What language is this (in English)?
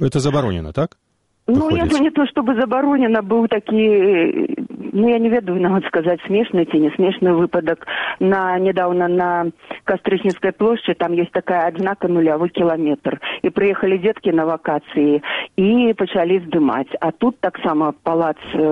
Belarusian